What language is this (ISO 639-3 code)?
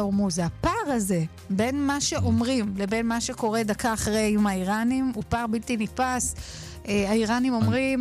heb